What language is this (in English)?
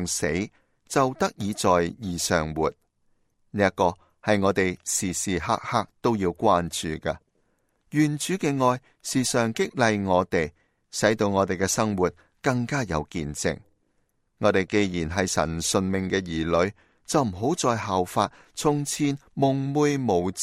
Cantonese